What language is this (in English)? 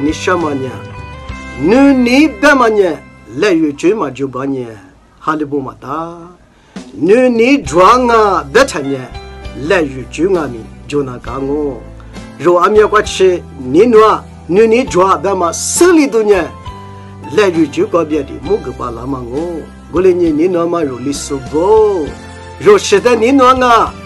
Lisu